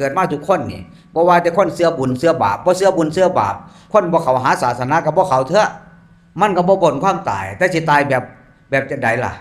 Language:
Northeastern Thai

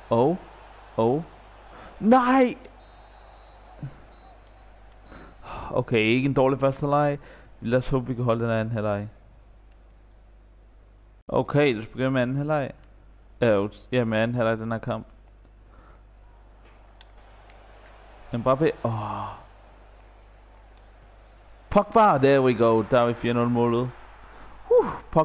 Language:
Danish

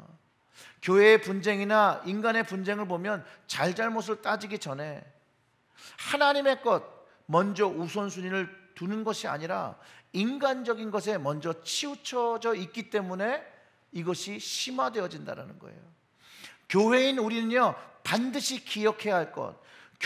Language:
Korean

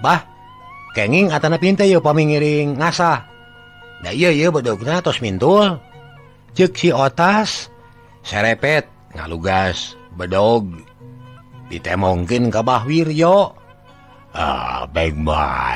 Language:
Sundanese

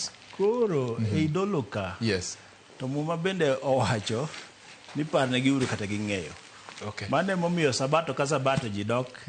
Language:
Luo (Kenya and Tanzania)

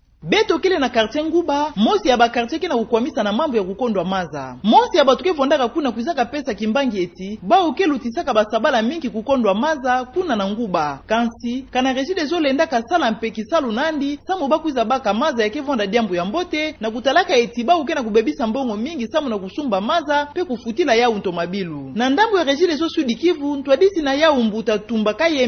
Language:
Kituba (Democratic Republic of Congo)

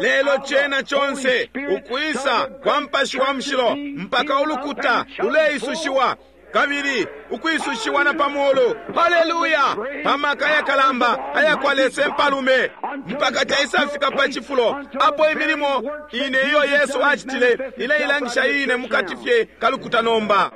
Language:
Bemba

